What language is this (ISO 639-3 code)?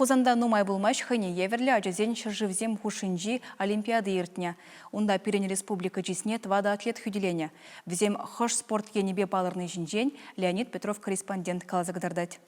chv